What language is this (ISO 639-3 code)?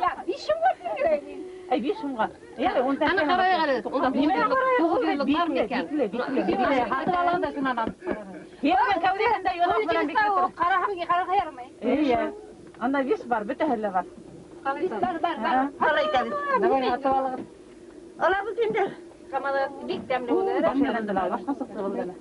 bak